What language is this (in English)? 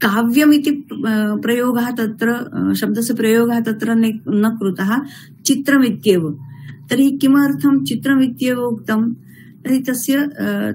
Sanskrit